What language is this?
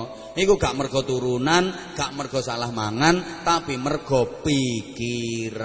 Javanese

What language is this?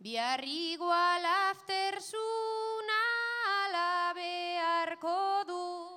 Basque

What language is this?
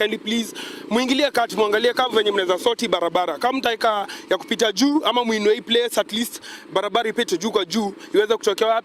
Luo (Kenya and Tanzania)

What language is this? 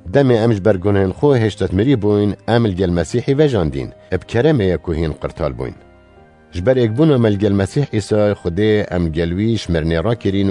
Kurdish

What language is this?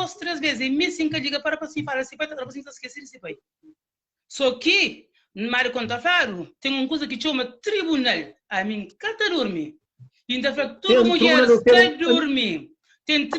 Kabuverdianu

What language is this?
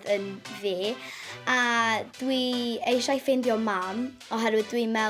Welsh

